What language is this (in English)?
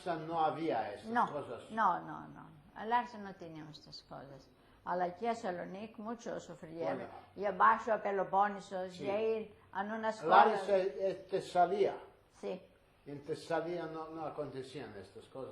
Ladino